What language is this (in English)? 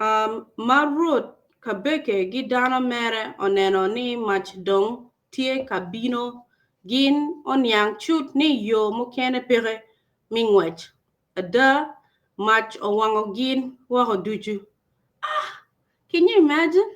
Acoli